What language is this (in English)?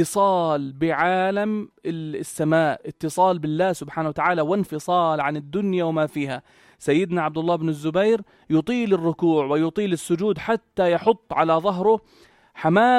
North Levantine Arabic